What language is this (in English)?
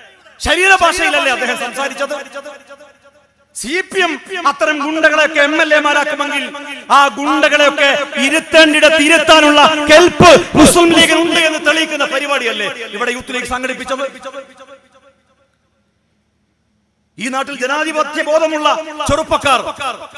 Malayalam